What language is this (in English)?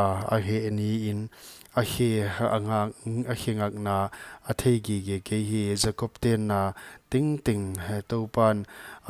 Paite Chin